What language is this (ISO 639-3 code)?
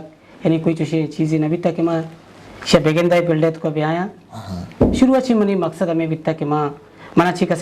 bgp